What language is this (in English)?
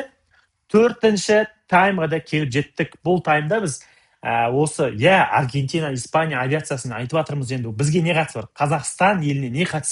Kazakh